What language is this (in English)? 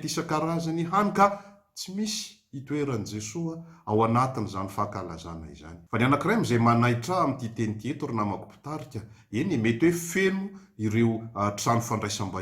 Malagasy